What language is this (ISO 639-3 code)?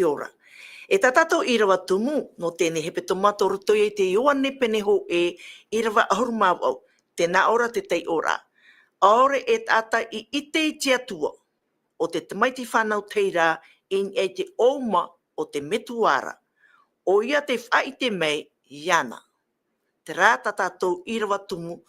tah